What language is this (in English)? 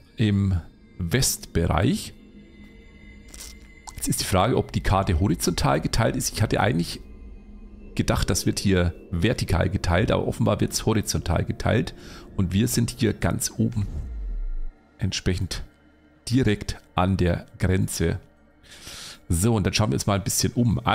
German